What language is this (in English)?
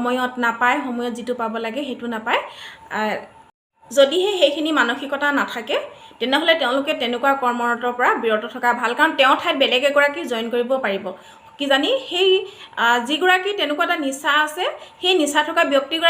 Assamese